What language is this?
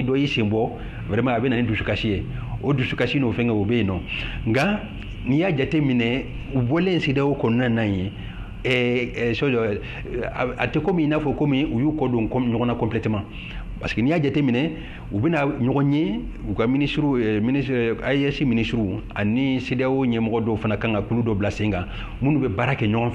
Bambara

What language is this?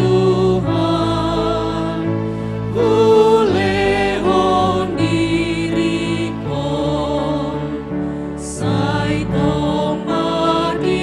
Batak Toba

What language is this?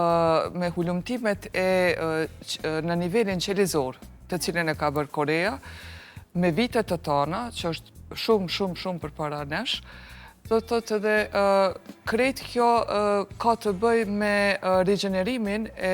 Albanian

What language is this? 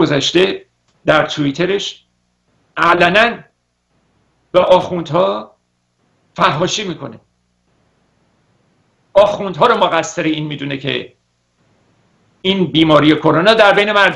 Persian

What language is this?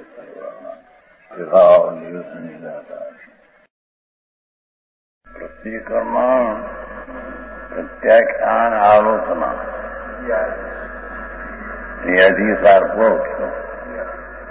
Gujarati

